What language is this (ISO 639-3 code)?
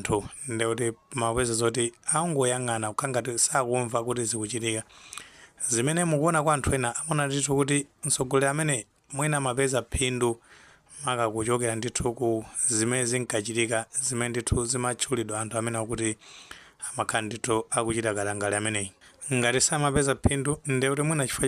nya